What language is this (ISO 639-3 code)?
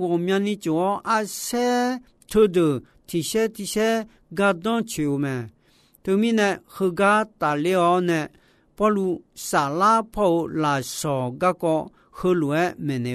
ahk